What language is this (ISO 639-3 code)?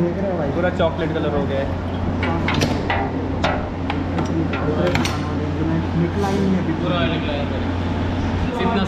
hin